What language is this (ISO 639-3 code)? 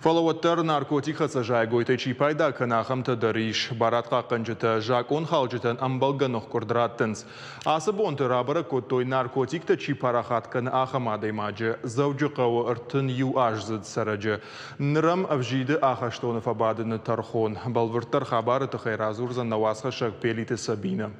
oss